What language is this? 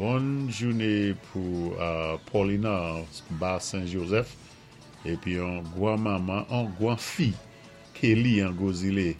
Saint Lucian Creole French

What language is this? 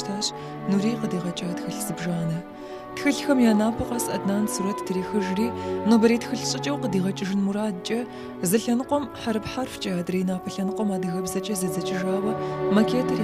Kabardian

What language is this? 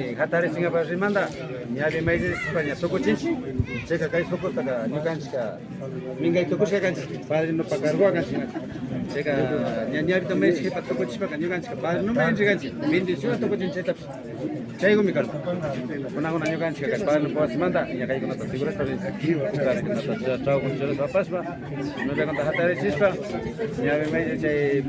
Imbabura Highland Quichua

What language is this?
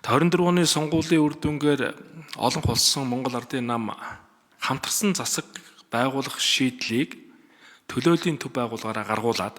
Mongolian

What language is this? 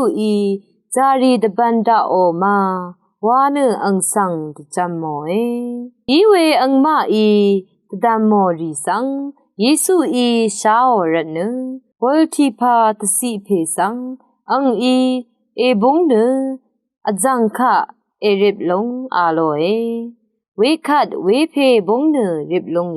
Rawang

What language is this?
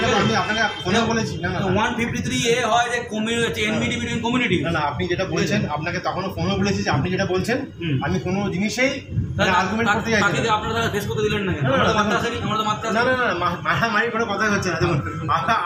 Bangla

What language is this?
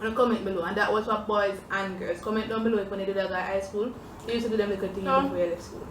Jamaican Creole English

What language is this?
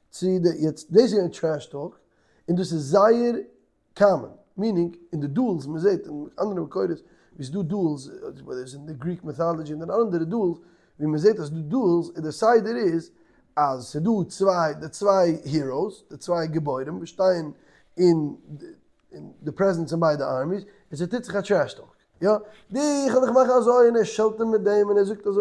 Yiddish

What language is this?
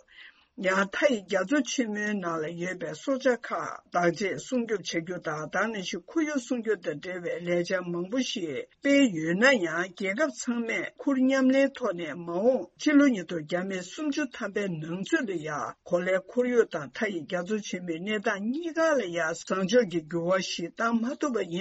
Tibetan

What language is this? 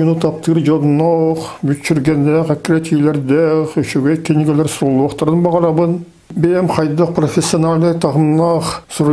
Yakut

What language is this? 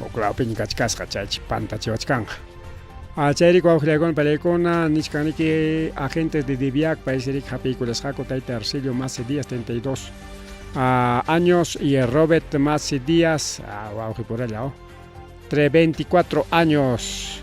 Ayacucho Quechua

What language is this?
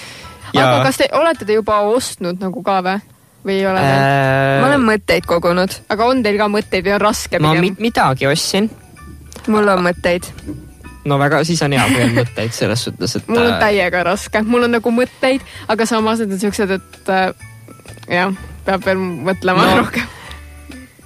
Estonian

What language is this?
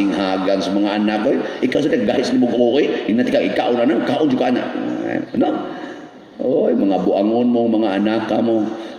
Cebuano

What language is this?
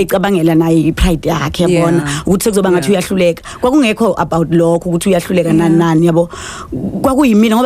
Zulu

